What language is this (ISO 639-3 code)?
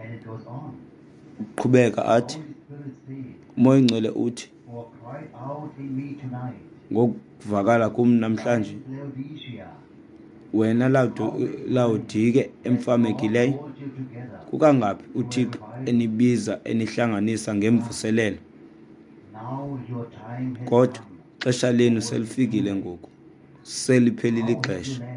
xho